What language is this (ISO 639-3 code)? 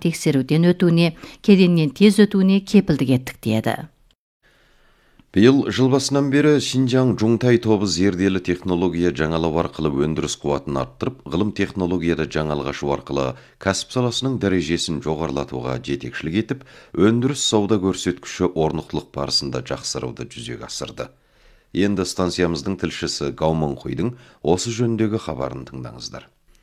kaz